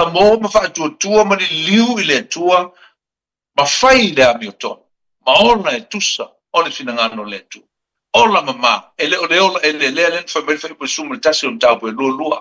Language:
Samoan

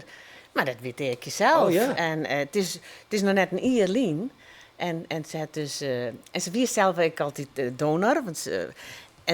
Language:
Western Frisian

